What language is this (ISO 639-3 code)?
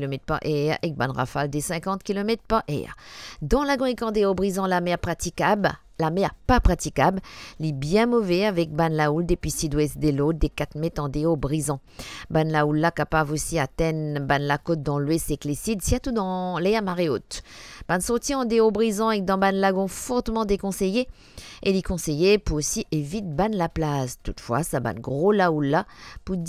mfe